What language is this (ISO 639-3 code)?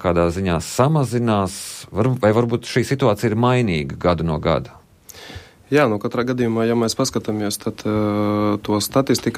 lav